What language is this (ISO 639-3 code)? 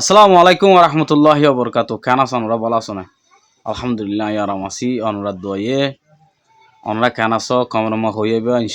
rhg